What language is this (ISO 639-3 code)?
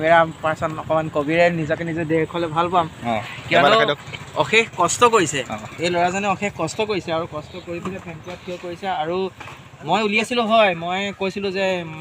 asm